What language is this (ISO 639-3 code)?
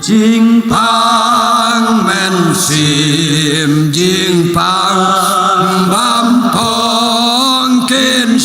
kha